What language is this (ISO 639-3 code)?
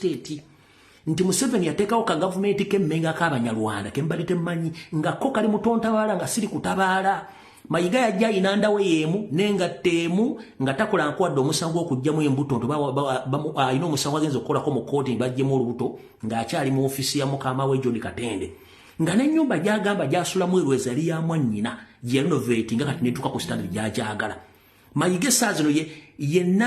lug